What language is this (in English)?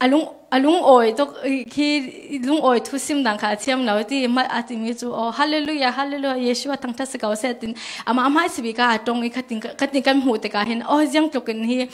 Falam Chin